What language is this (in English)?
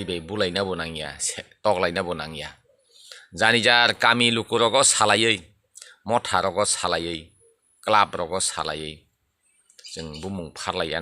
Kok Borok